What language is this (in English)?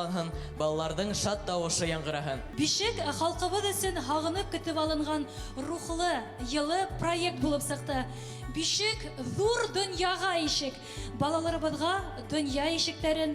Bashkir